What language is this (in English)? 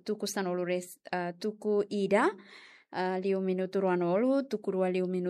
Tetum